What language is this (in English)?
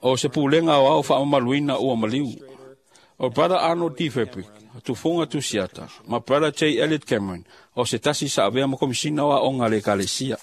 Samoan